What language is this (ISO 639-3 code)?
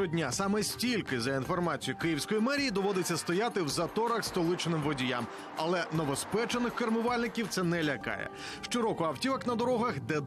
ukr